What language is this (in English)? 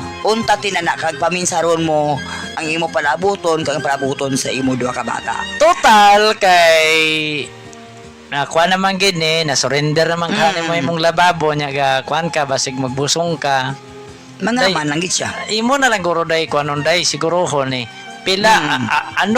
Hiligaynon